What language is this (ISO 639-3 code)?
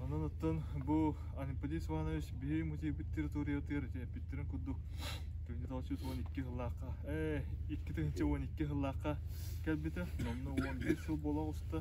sah